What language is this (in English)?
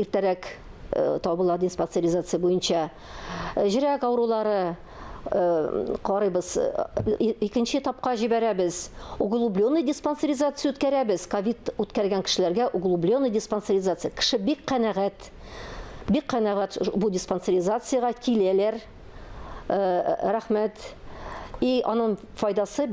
Tatar